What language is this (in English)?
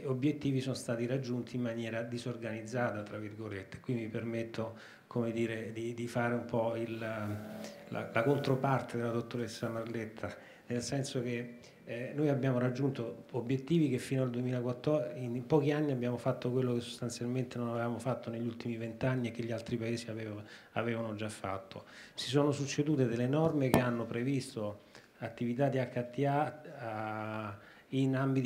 Italian